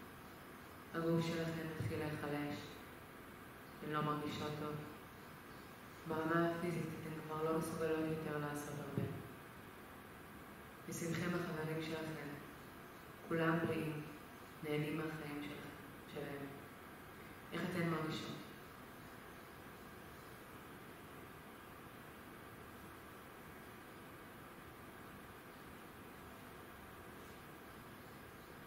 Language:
Hebrew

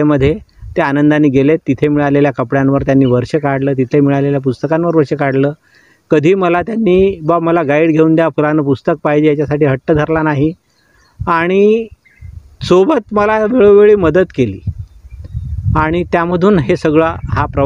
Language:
Marathi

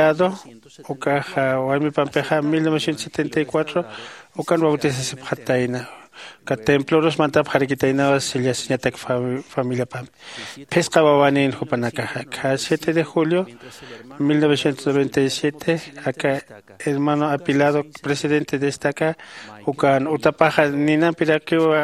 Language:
Aymara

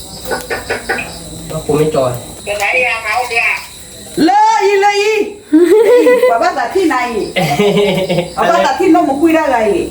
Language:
S'gaw Karen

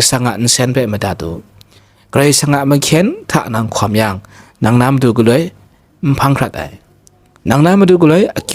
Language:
Kachin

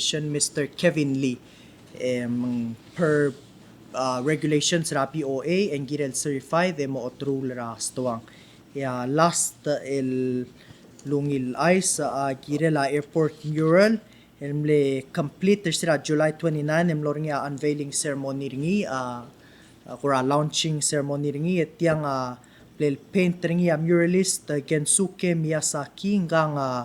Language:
Palauan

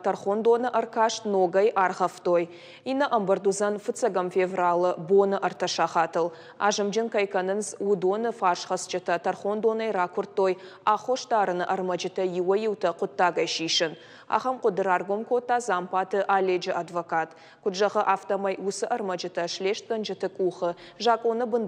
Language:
Ossetic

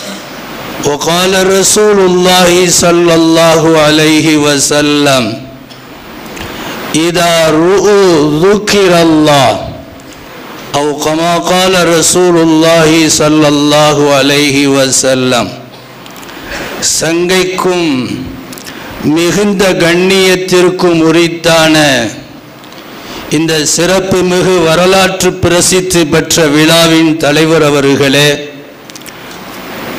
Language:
Tamil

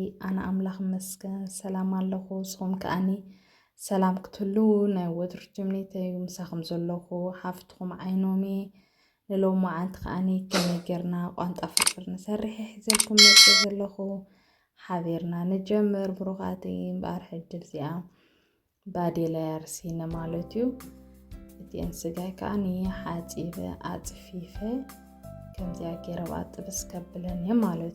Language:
Tigrinya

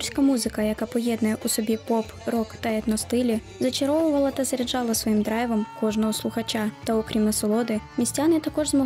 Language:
Ukrainian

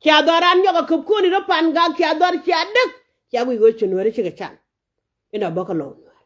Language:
Nuer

